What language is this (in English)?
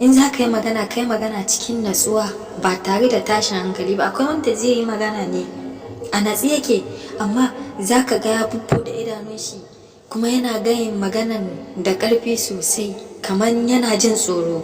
Hausa